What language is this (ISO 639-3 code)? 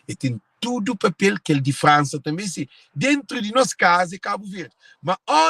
kea